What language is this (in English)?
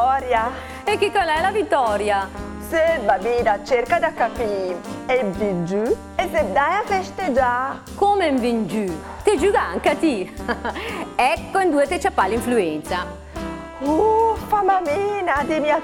Lombard